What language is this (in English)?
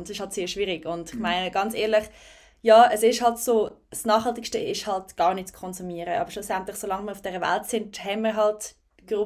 Swiss German